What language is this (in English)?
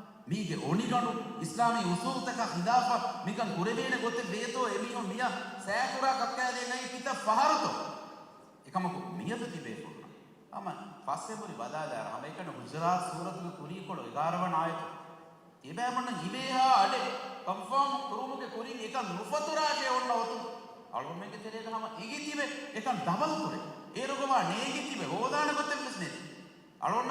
Divehi